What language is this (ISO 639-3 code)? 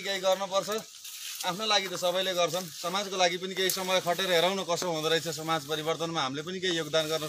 nep